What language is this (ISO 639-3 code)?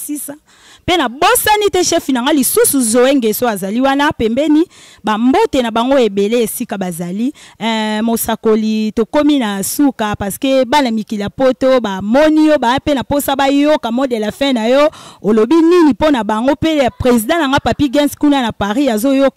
lin